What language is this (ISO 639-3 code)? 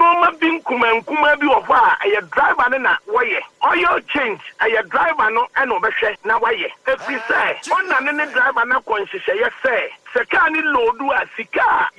aka